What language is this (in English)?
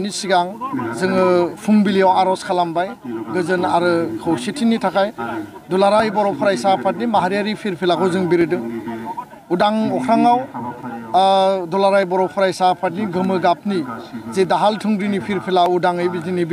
Bodo